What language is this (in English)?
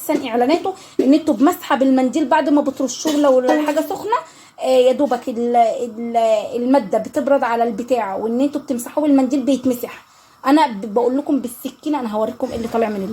Egyptian Arabic